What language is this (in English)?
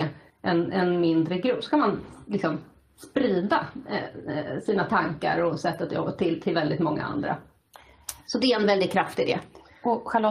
Swedish